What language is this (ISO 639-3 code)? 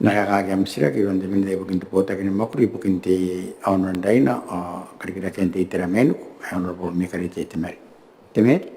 gil